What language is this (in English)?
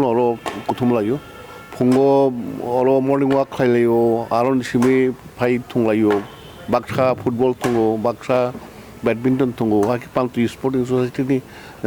Kok Borok